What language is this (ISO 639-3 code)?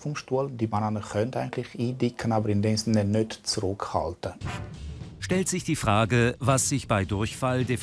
gsw